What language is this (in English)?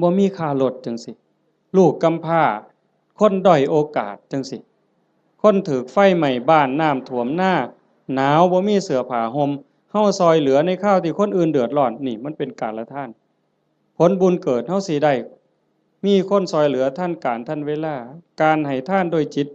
Lao